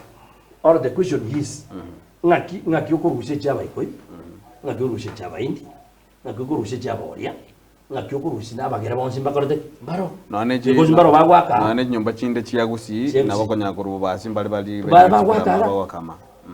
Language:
Gusii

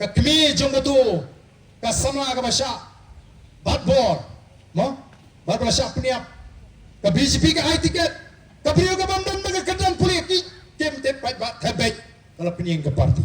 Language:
Khasi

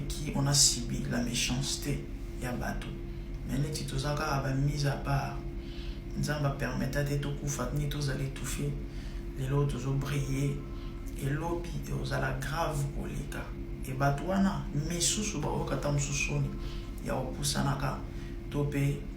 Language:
Lingala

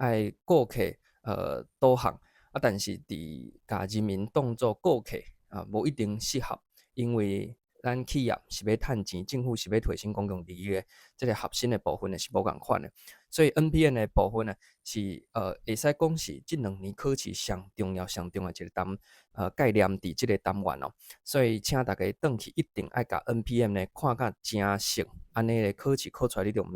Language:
Min Nan Chinese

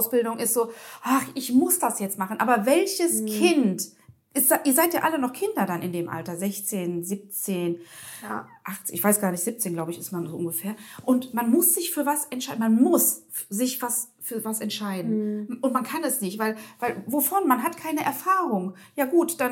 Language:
German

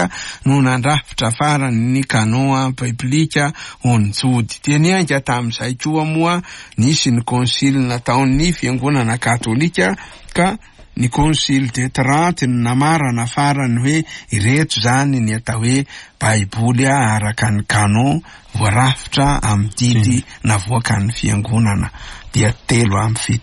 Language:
Malagasy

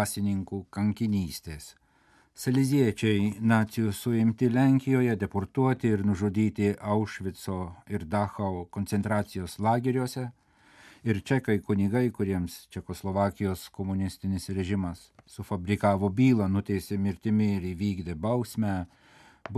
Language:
Lithuanian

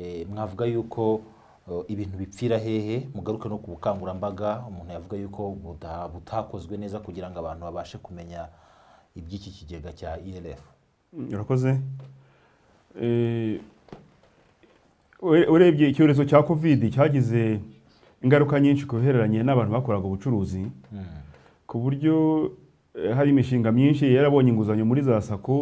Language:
Kinyarwanda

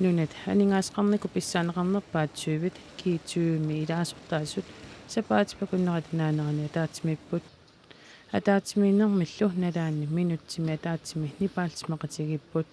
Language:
Kalaallisut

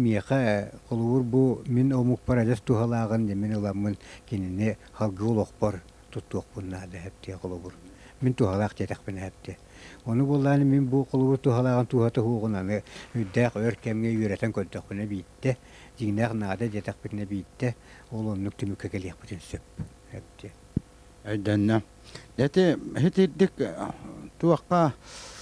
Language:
Yakut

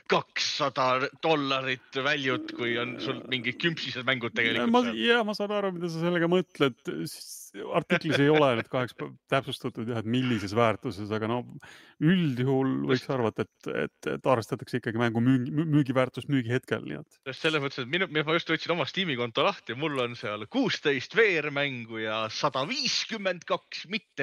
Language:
Estonian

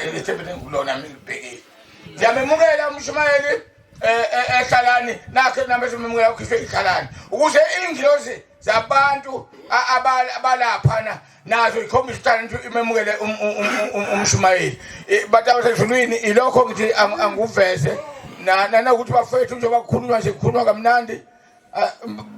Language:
Zulu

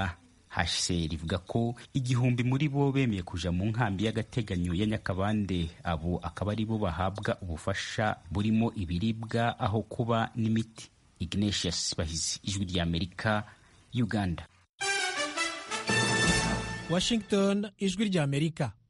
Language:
Kinyarwanda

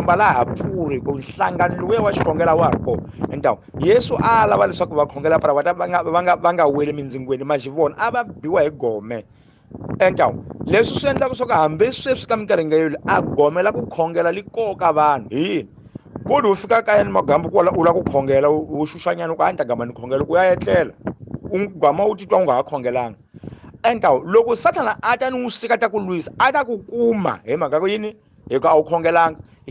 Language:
Tsonga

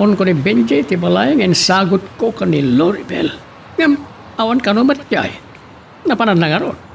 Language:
Iloko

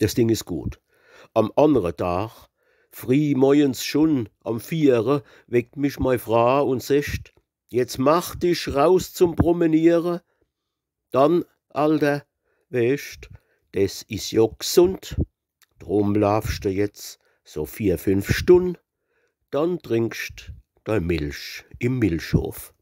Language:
Palatine German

